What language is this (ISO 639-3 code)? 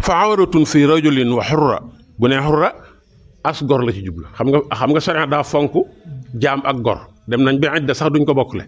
wol